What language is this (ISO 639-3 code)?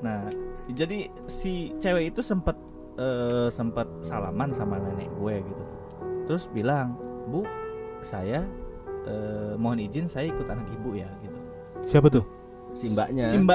ind